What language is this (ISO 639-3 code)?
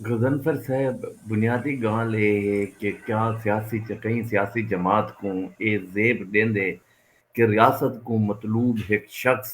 skr